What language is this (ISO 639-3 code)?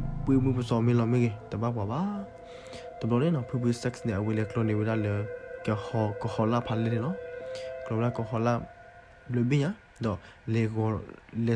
ksw